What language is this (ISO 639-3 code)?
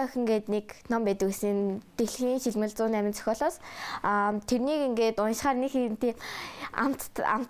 mon